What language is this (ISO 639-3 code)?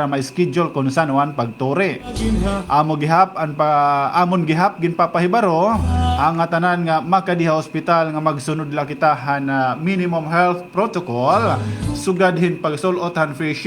war